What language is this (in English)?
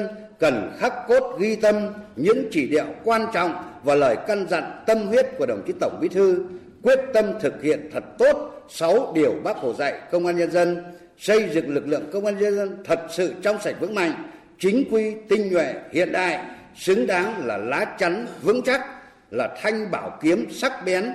Vietnamese